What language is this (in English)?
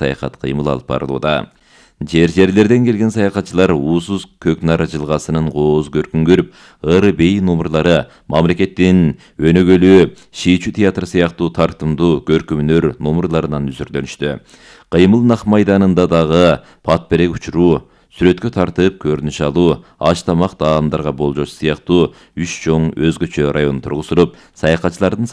Kyrgyz